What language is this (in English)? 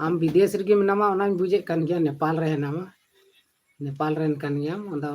Santali